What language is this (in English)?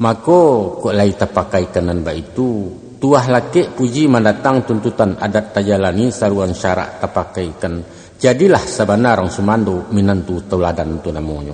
Minangkabau